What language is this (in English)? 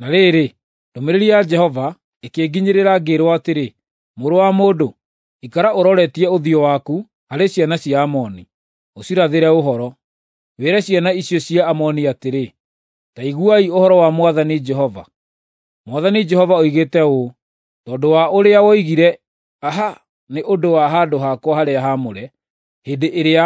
Kikuyu